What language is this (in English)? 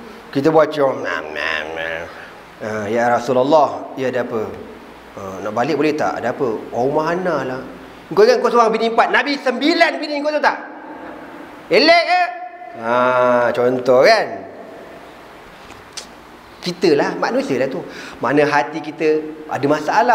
Malay